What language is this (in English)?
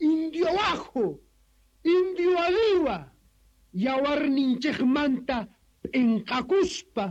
South Bolivian Quechua